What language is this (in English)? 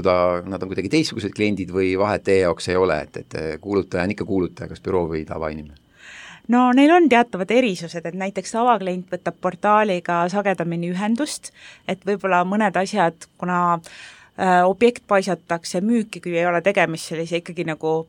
Estonian